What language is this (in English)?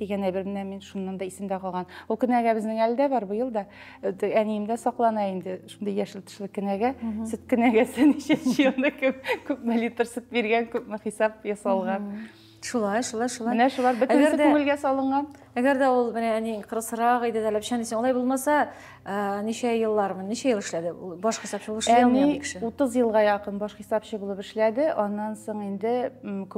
Tatar